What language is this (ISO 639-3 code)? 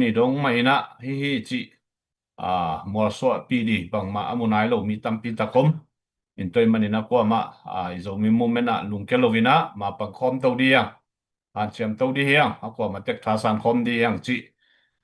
ctd